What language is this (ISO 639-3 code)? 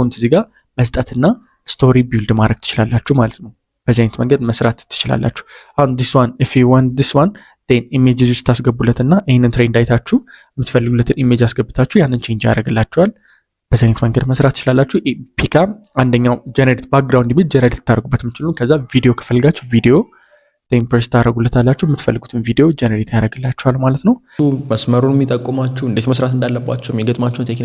amh